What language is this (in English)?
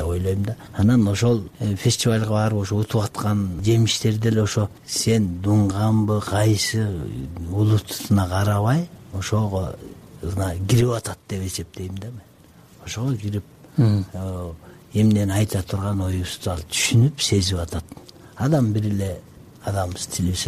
Kyrgyz